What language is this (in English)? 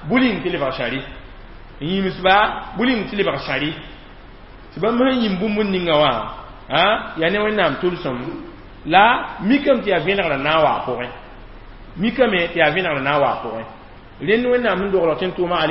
Mossi